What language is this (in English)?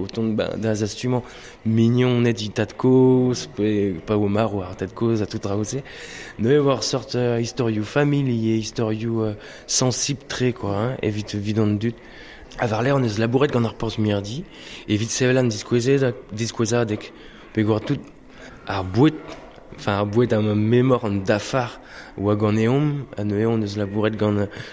Breton